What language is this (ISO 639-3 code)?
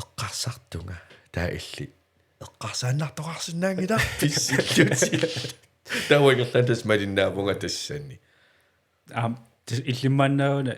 kal